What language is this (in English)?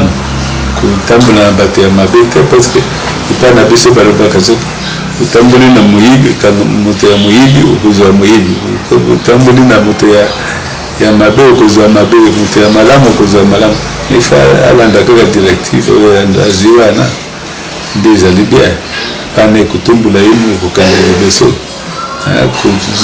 Lingala